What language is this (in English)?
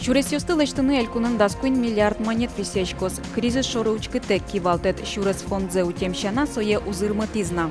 Udmurt